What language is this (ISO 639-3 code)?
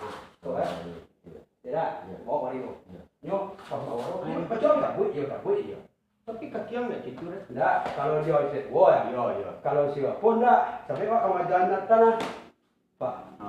min